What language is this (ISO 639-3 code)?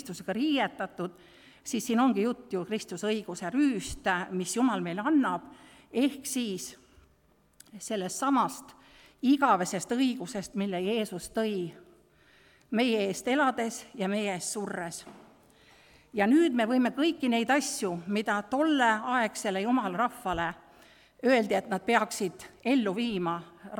est